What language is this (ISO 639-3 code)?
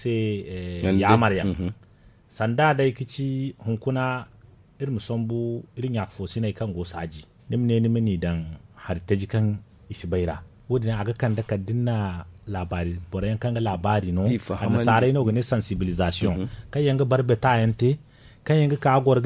dje